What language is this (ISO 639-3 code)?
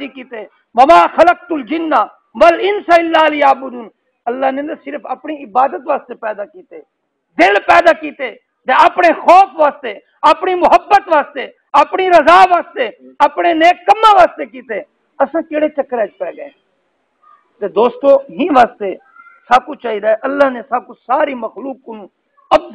skr